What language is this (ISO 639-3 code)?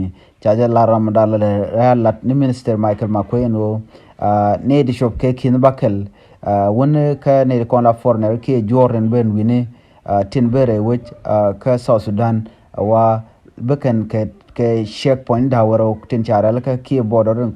nus